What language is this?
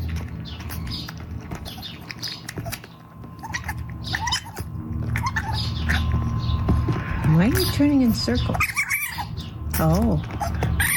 English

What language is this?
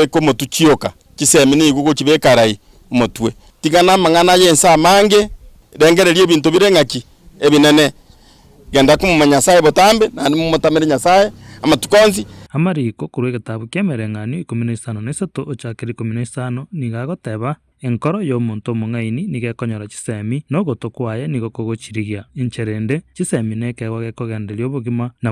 Gusii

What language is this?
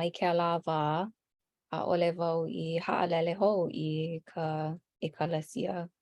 Hawaiian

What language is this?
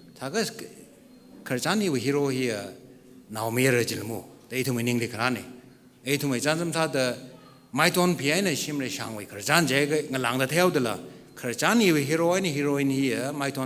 Tangkhul Naga (India)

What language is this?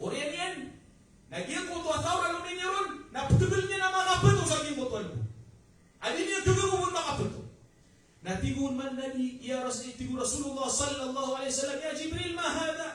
Maranao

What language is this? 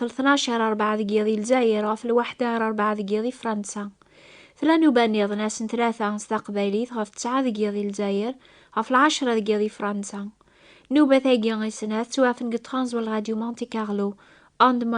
Kabyle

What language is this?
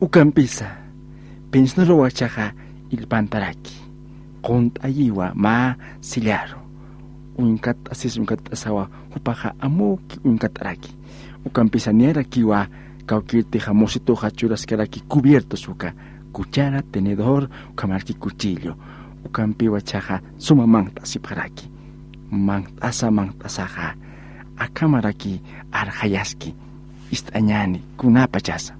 Aymara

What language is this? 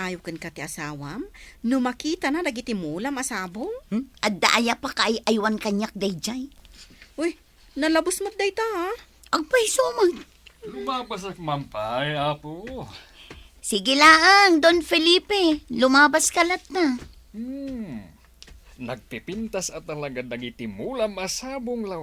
Iloko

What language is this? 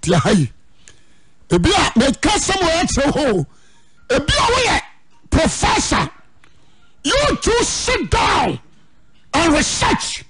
Akan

